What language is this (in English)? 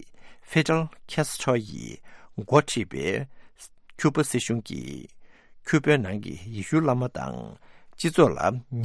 Tibetan